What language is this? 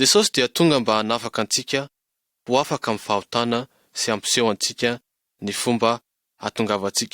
Malagasy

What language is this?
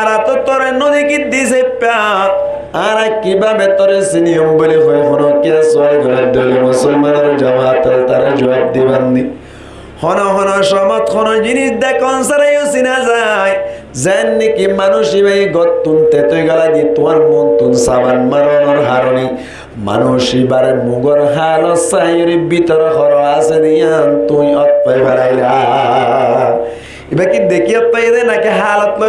Rohingya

